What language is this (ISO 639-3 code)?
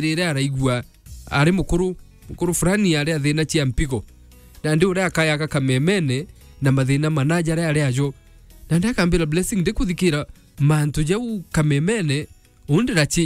mer